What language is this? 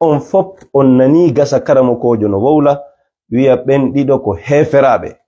Fula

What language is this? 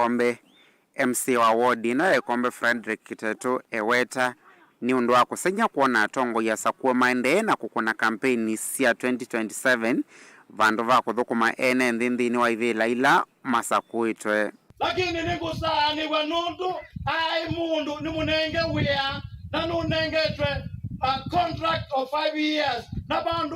Kamba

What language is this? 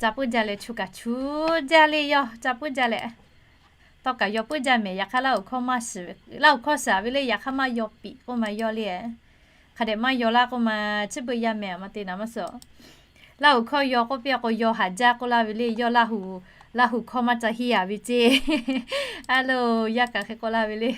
Lahu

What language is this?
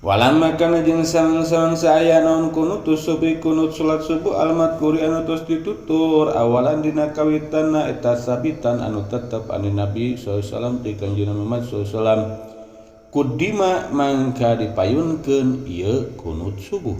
Sundanese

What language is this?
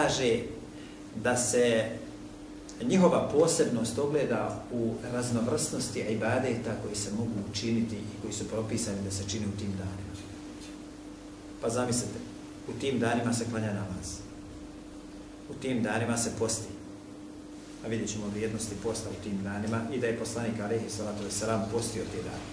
Bosnian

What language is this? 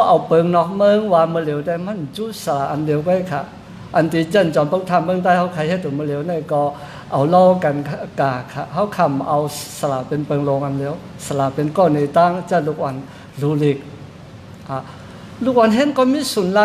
Shan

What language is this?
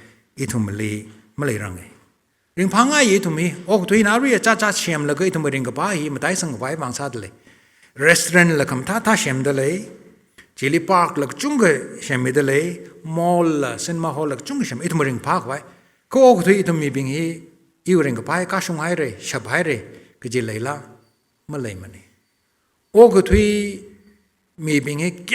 Tangkhul Naga (India)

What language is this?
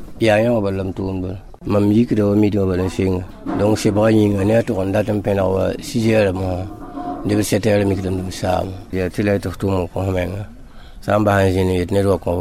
Mossi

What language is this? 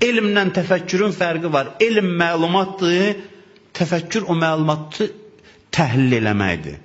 Azerbaijani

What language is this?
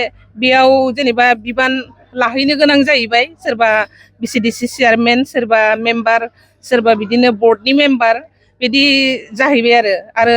Bodo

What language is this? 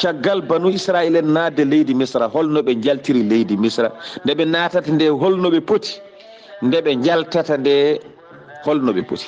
Fula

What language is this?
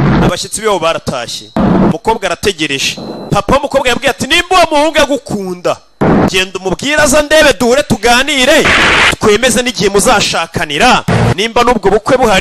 Kinyarwanda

